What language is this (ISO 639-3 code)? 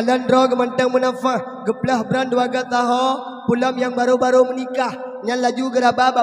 ace